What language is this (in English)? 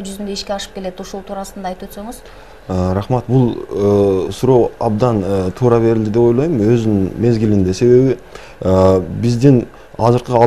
Kyrgyz